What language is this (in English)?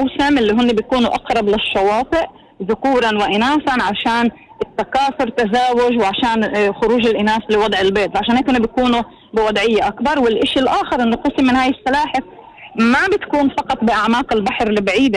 North Levantine Arabic